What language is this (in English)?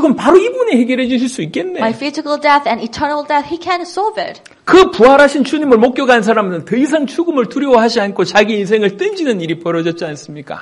Korean